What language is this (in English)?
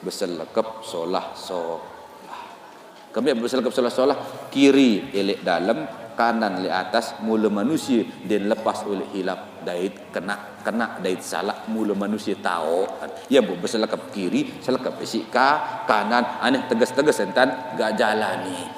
Sasak